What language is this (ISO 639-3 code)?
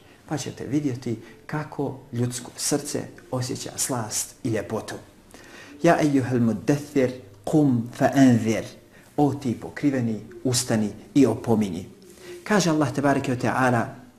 bos